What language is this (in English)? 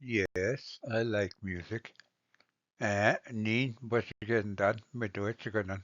Ojibwa